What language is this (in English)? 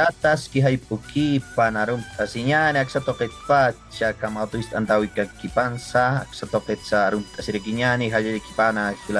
Aymara